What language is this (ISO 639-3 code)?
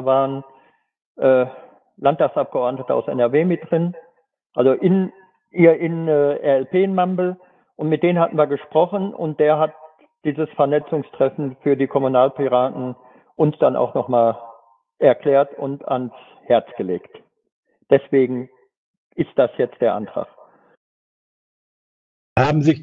deu